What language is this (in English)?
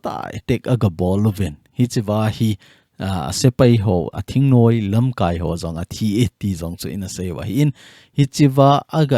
Thado Chin